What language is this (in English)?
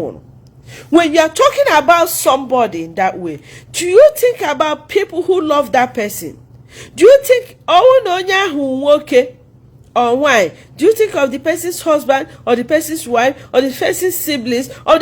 Igbo